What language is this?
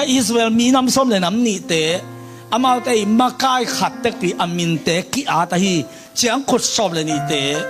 Tedim Chin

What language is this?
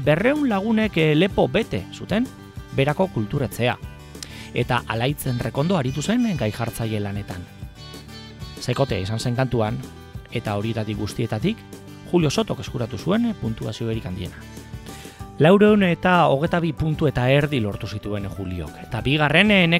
Basque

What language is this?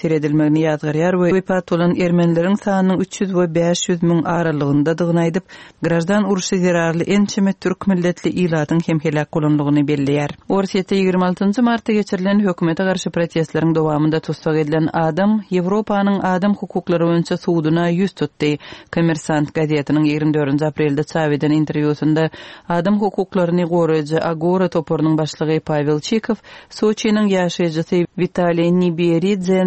Turkmen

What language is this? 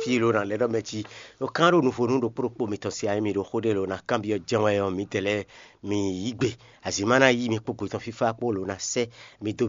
Fon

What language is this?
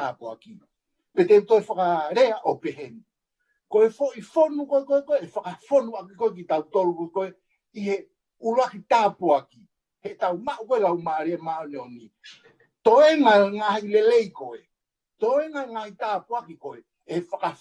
Tongan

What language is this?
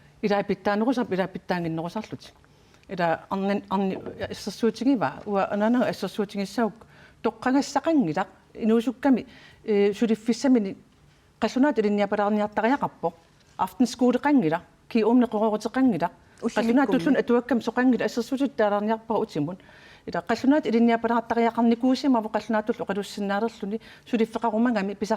Kalaallisut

